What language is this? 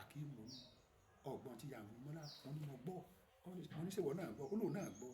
Yoruba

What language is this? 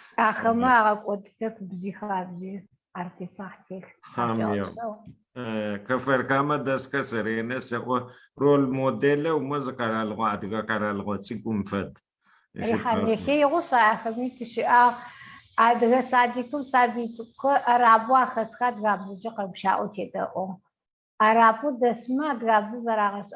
Adyghe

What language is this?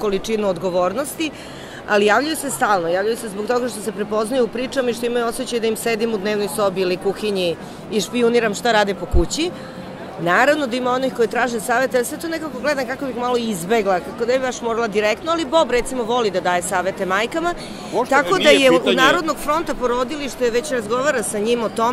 Serbian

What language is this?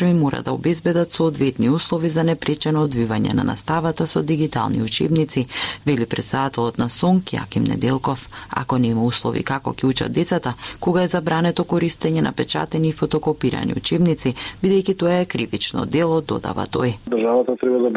Macedonian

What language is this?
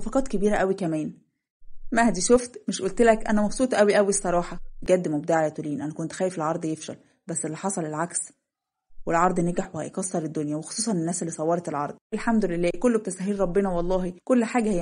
Egyptian Arabic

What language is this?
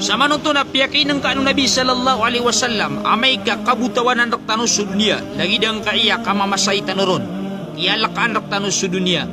Maranao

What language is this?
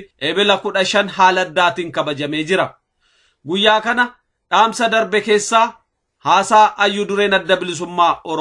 Oromo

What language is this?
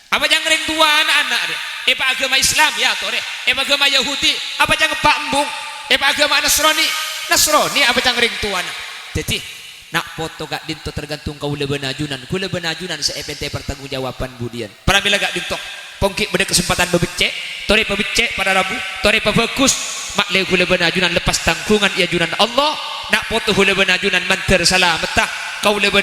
Madurese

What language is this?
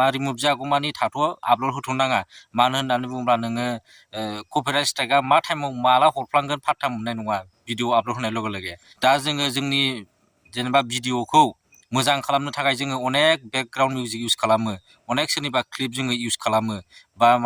Bodo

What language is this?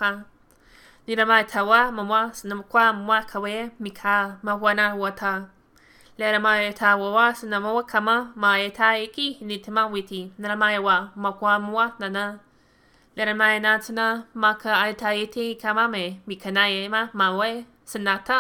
Malagasy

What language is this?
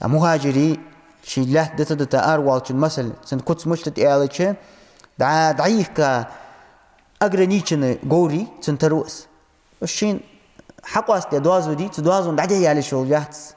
Ingush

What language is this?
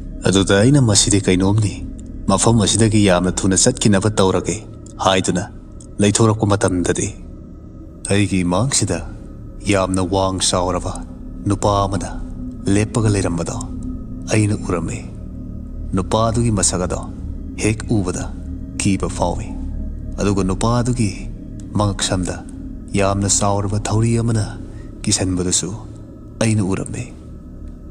Manipuri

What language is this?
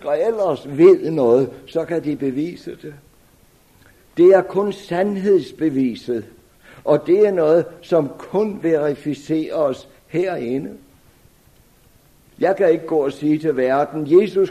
Danish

